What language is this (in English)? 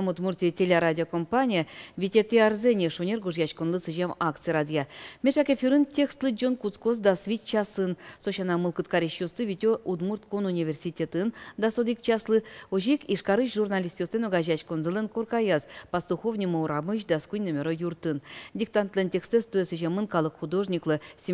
Udmurt